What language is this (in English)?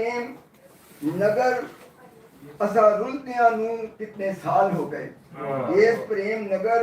Western Panjabi